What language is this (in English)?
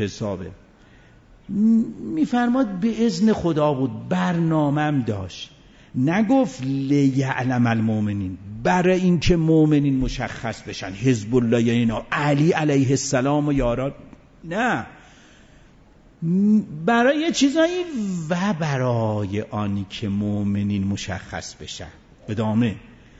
Persian